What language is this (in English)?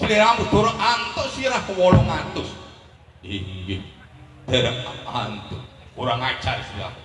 Javanese